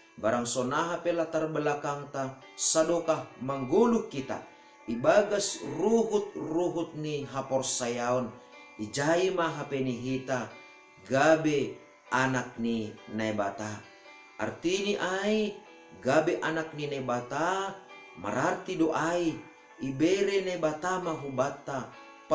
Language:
Batak Simalungun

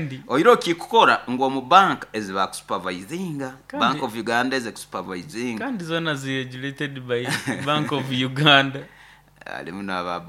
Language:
Nyoro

